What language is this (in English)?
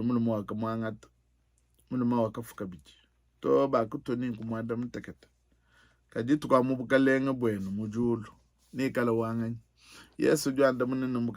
Luba-Lulua